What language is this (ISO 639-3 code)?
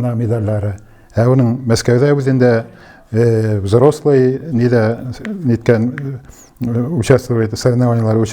bak